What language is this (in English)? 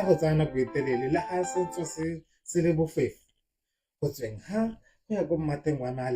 Tswana